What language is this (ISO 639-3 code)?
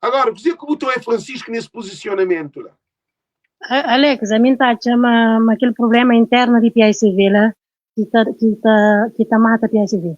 kea